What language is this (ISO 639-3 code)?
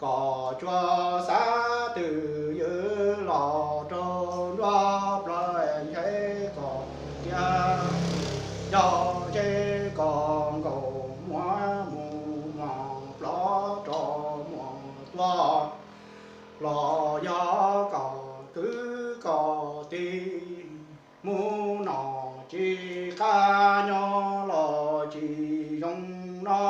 hmn